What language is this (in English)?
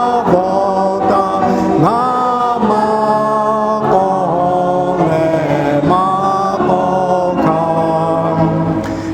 Lahu